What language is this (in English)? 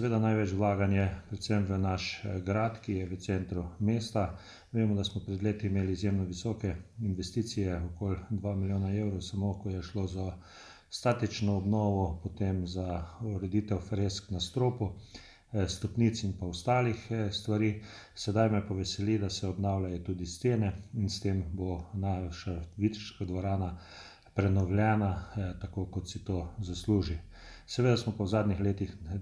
Slovenian